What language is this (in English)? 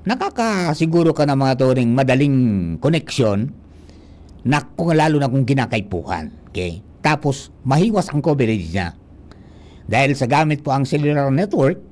Bikol